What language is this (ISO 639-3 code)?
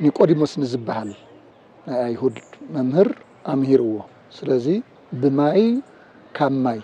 tir